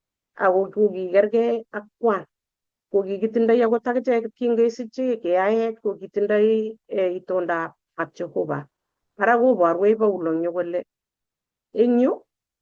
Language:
Kalenjin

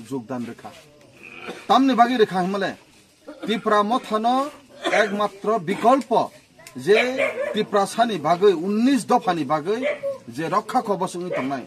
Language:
Kok Borok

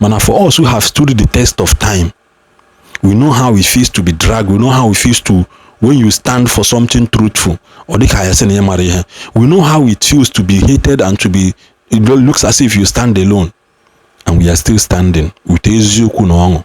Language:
Igbo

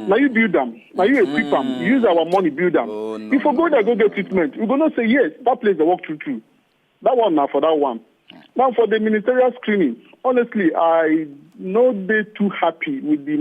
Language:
Nigerian Pidgin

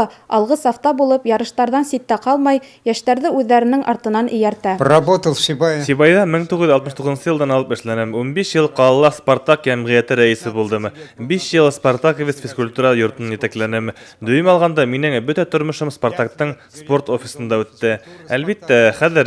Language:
Bashkir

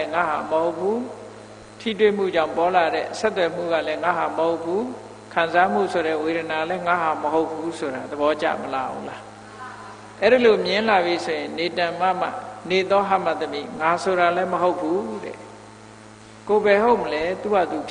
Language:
Burmese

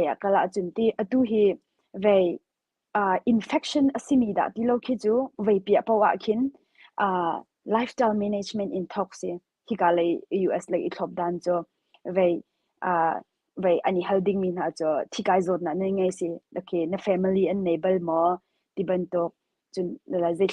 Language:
Hakha Chin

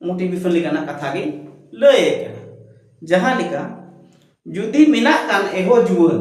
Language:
Santali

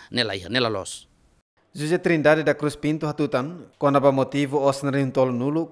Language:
Tetum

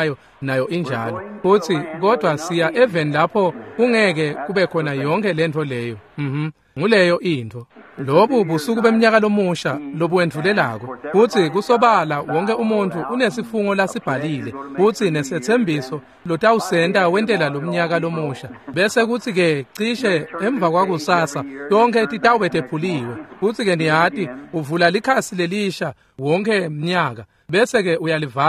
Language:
Swati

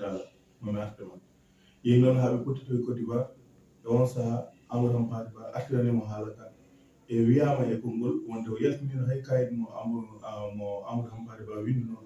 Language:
Fula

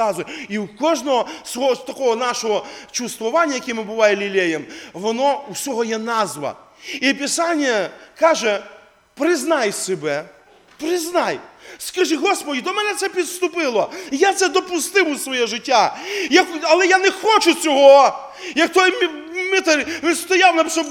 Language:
Ukrainian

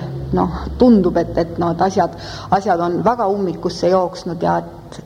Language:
Estonian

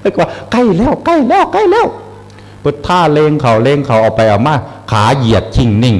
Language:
Northeastern Thai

